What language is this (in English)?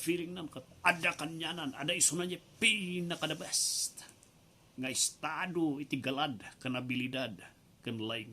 Iloko